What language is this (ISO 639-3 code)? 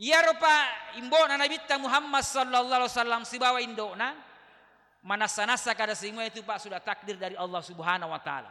bug